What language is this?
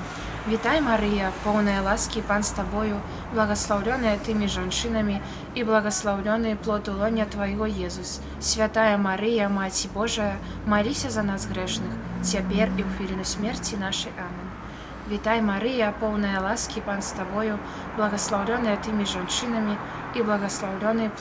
Belarusian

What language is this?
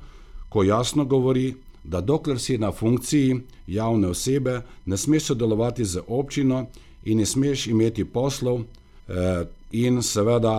Slovenian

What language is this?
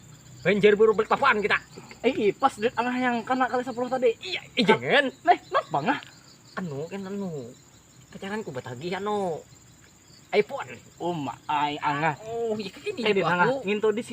Banjar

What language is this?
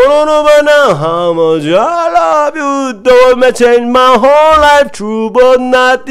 English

